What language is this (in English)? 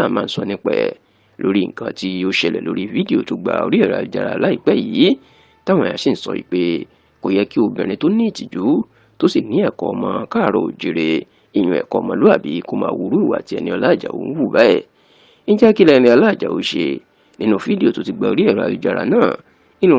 Yoruba